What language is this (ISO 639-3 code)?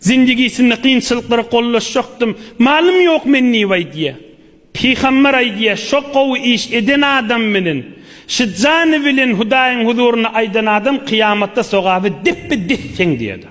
tuk